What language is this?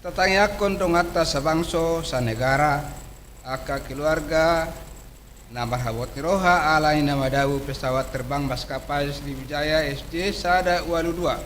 Batak Toba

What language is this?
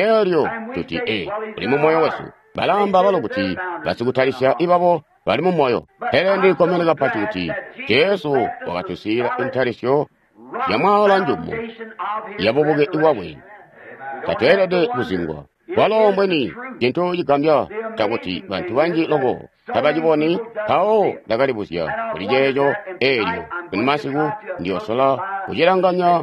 Tonga (Zambia)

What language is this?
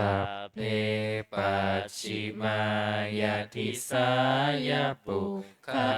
Pali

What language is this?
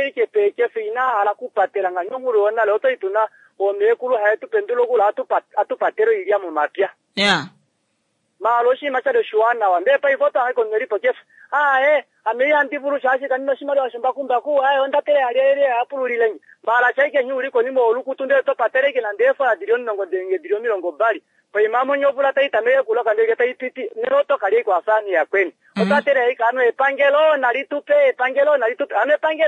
Kuanyama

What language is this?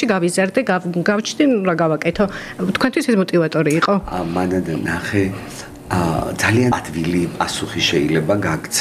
Georgian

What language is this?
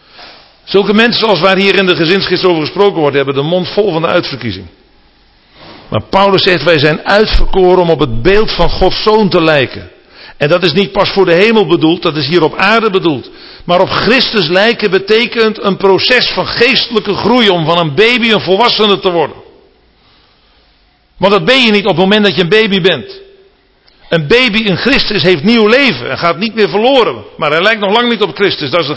Dutch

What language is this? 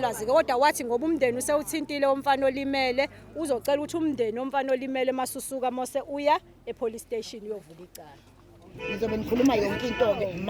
Zulu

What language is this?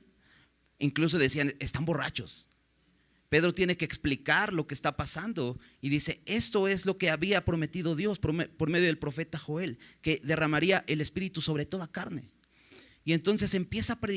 Spanish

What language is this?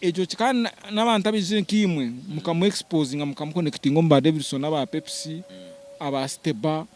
Nyankole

